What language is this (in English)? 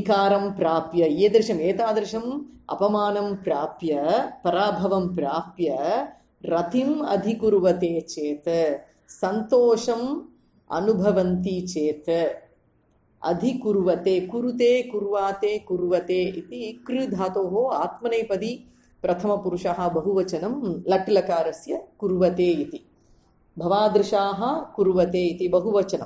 Sanskrit